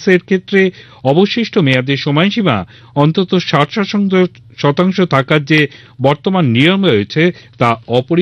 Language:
Bangla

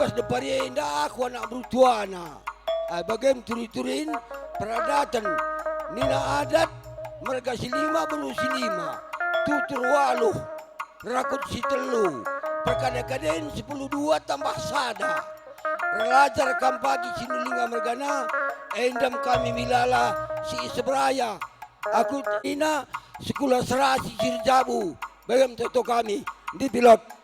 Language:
Batak Karo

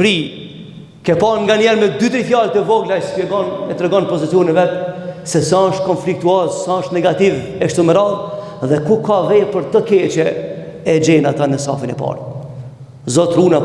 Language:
Albanian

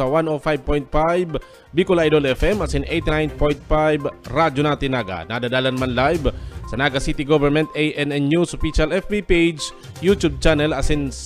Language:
Bikol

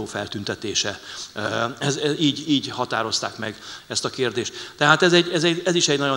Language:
Hungarian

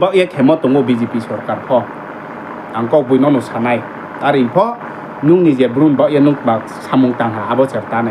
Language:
Riang (India)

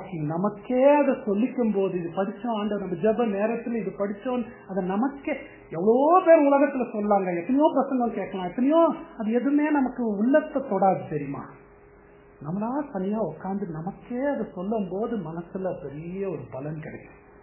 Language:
Tamil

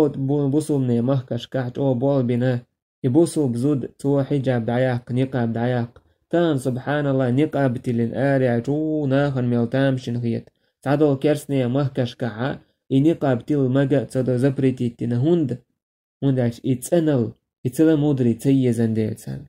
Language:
Chechen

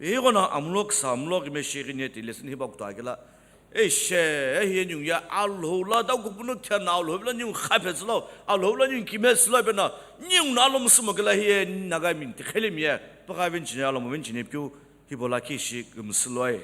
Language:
Sumi Naga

